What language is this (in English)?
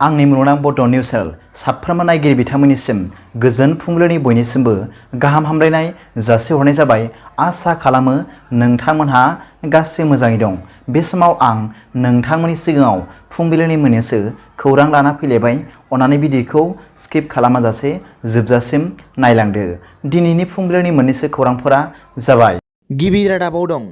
Bodo